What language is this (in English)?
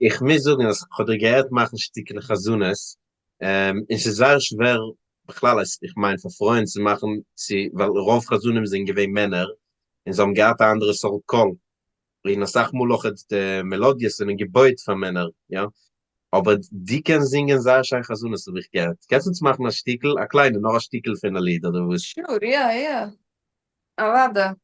Yiddish